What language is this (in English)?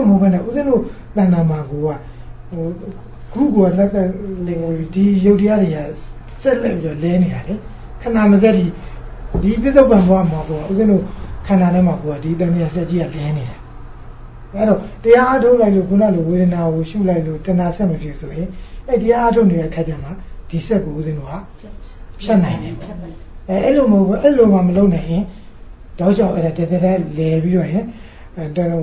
Burmese